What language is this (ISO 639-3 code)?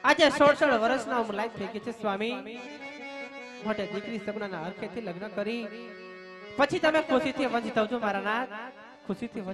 guj